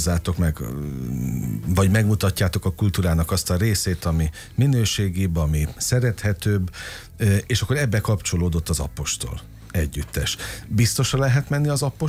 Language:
Hungarian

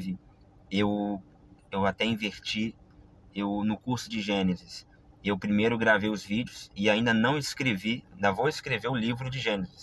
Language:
Portuguese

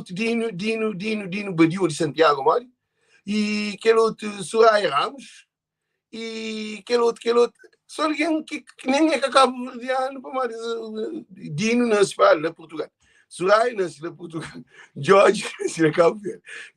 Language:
Kabuverdianu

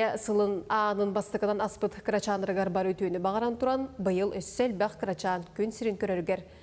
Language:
Yakut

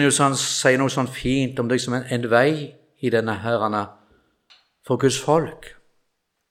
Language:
Norwegian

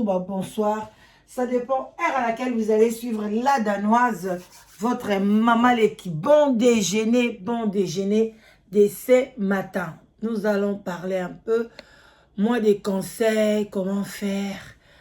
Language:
Lingala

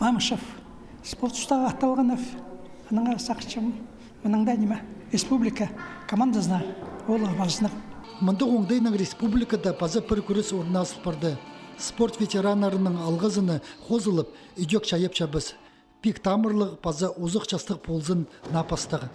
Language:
Khakas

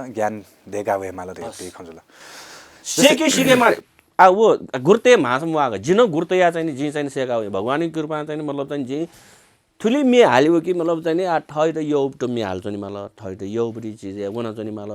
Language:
Newari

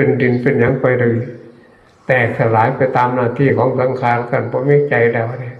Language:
Northeastern Thai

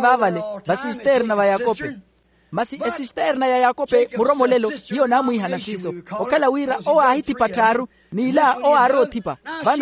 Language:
Makhuwa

